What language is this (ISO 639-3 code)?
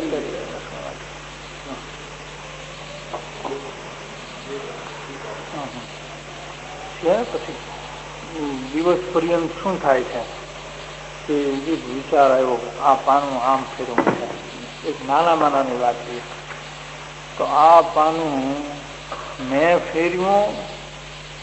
guj